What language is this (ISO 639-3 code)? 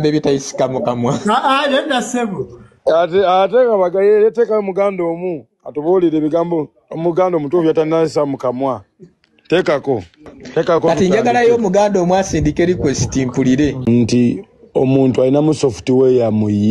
lug